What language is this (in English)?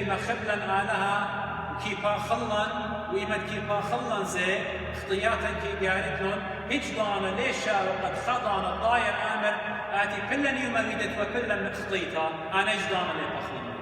Assyrian Neo-Aramaic